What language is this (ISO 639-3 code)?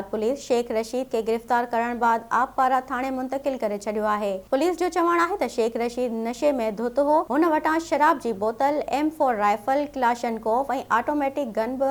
snd